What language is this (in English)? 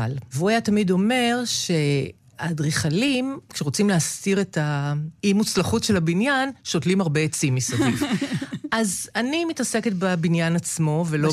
Hebrew